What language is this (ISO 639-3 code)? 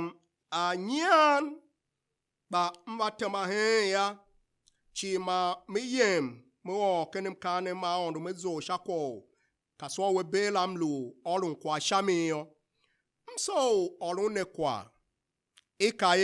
tiv